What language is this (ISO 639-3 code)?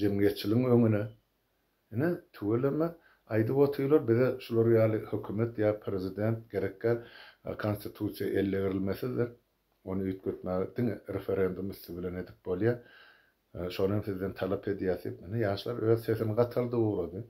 tuk